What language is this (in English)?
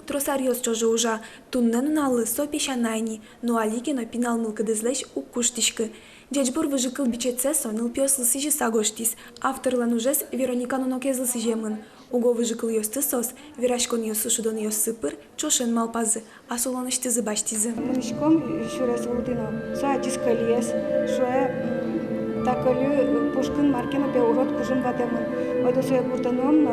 Udmurt